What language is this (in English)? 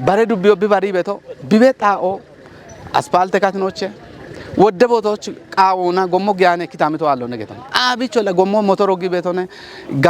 Kafa